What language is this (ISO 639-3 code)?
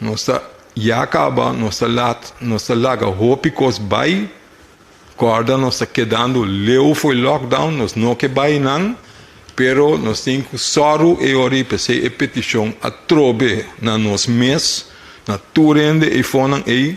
pap